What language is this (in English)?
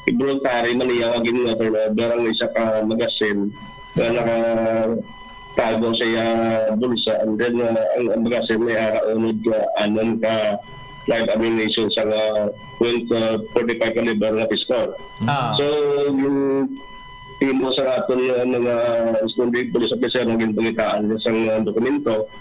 Hiligaynon